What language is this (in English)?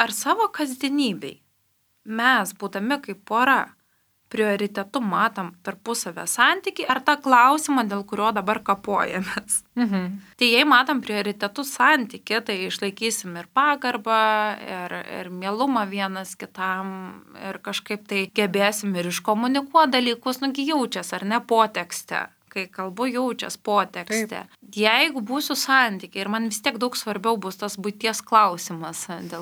Lithuanian